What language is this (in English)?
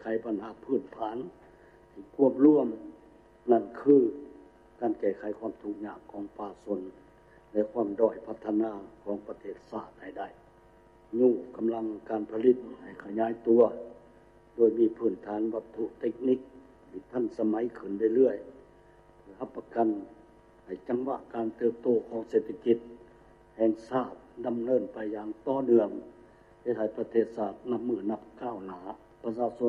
Lao